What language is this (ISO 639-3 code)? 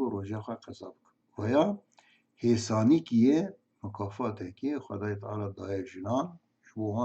kur